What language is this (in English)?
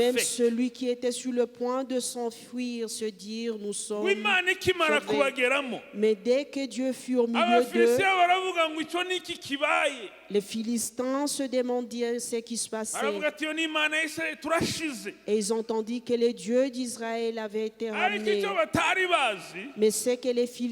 Kinyarwanda